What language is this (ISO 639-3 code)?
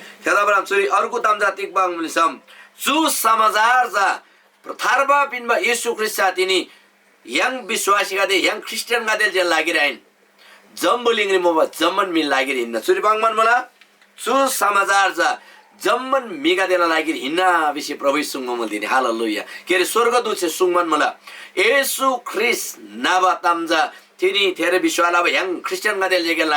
taj